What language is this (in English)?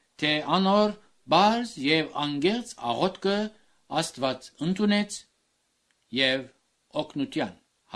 Armenian